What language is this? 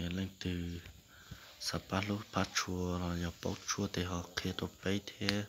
Hmong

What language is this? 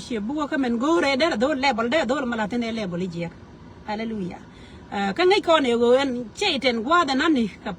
Nuer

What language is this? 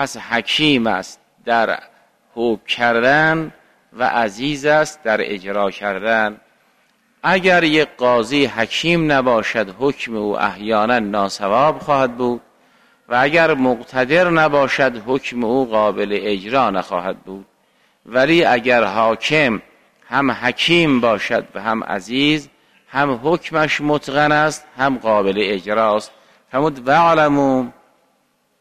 Persian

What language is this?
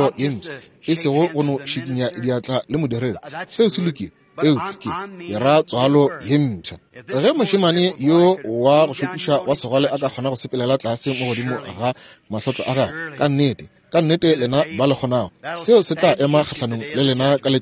Northern Sotho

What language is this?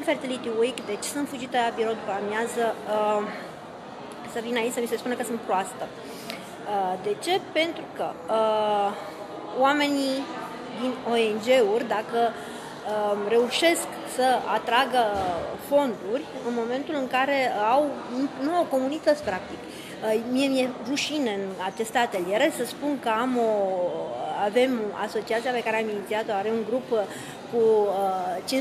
Romanian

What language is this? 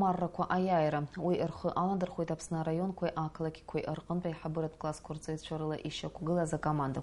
Abkhazian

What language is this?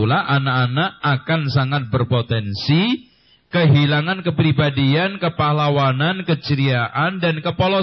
Indonesian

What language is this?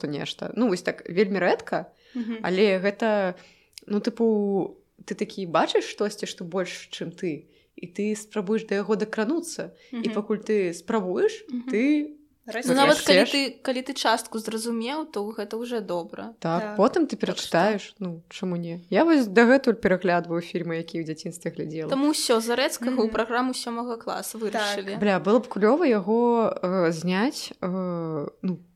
Belarusian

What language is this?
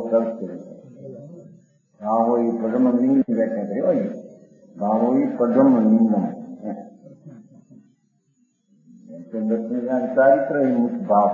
Hindi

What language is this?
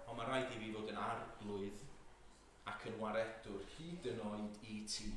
Welsh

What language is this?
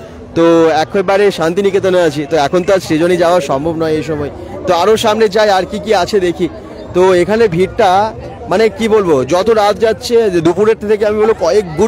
Bangla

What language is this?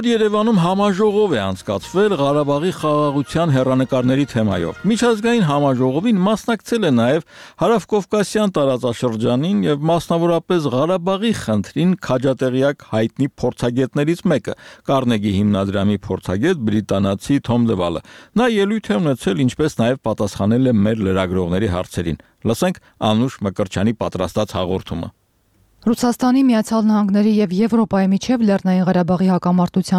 Armenian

